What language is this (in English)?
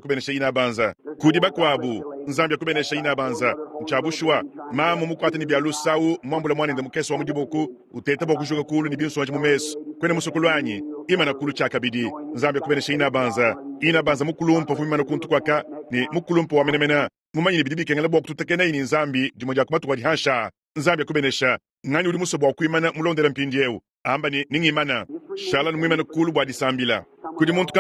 Luba-Lulua